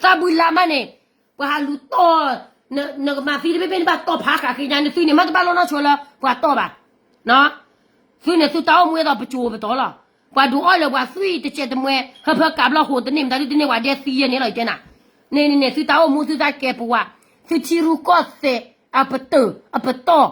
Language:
S'gaw Karen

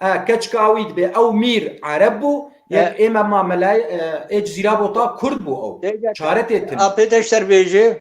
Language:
Kurdish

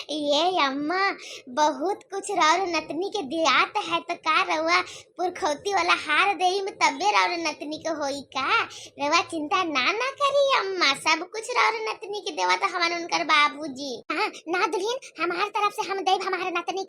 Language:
Bhojpuri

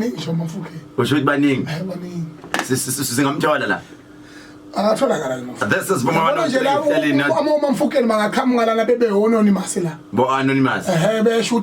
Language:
Zulu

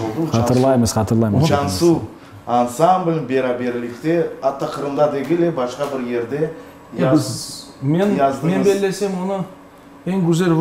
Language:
Crimean Tatar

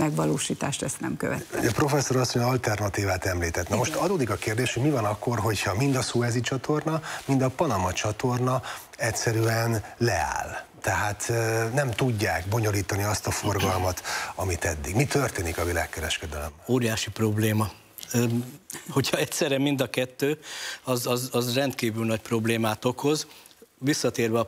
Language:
Hungarian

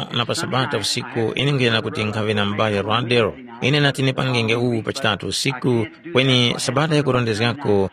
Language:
Tumbuka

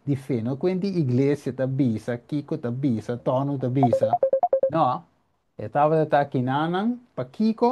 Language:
Papiamento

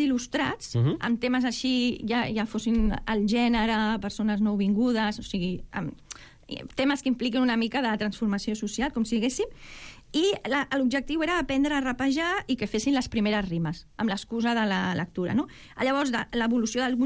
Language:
Catalan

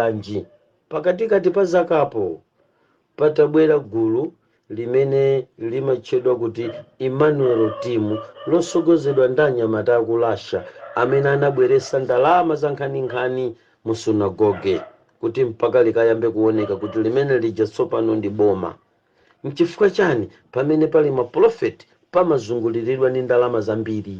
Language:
Nyanja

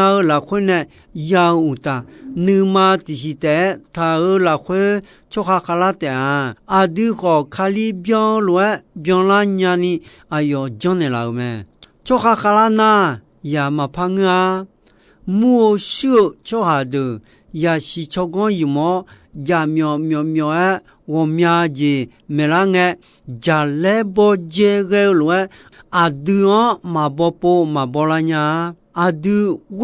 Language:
Akha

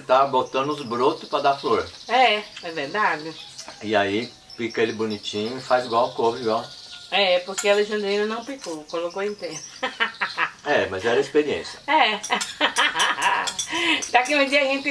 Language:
Portuguese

